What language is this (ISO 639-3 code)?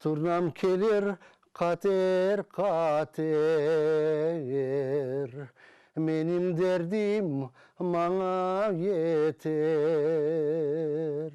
crh